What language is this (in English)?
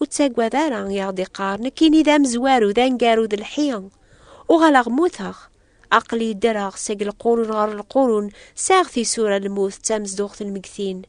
Kabyle